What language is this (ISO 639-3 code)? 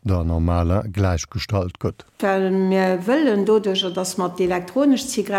ltz